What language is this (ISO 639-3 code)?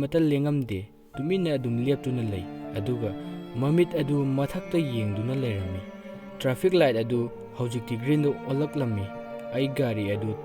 mni